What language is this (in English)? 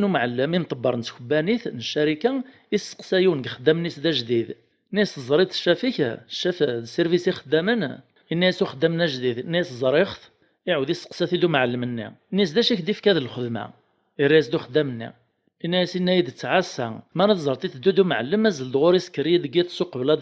Kabyle